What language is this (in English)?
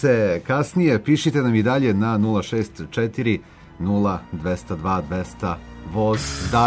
Serbian